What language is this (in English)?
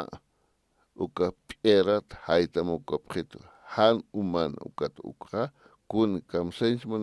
Aymara